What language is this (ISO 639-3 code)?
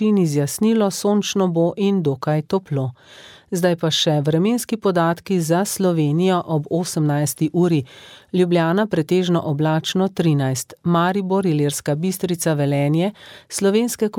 slv